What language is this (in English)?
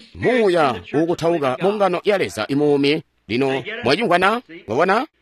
Tonga (Zambia)